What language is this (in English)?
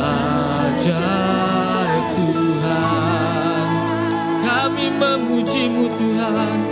Iban